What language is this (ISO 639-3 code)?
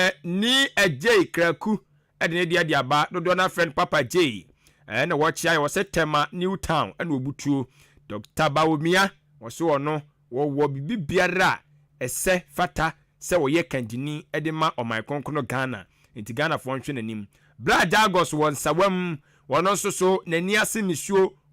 aka